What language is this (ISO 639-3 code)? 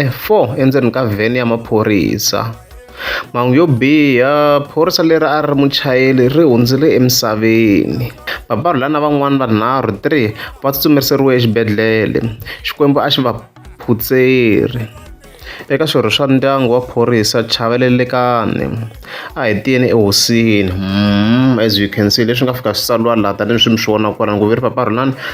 tso